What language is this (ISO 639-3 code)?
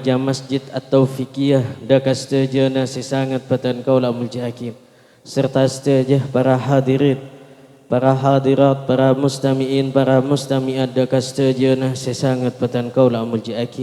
mad